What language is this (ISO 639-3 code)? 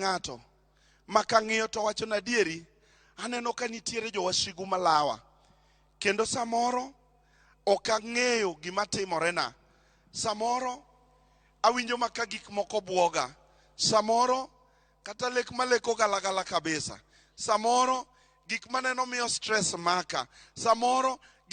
luo